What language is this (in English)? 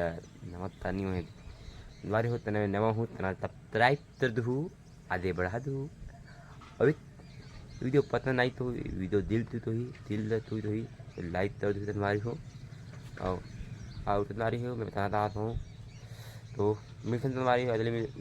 Chhattisgarhi